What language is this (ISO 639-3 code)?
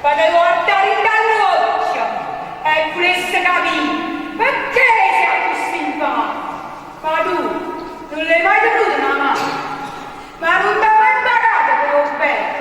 nap